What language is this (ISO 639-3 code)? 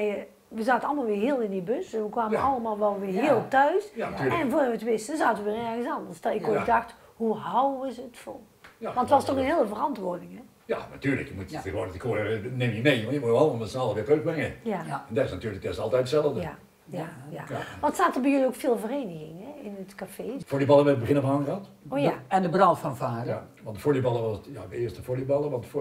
nld